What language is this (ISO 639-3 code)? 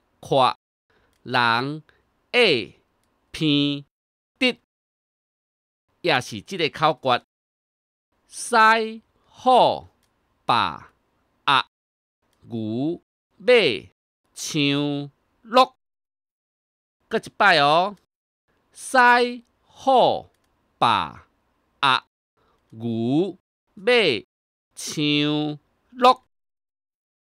nan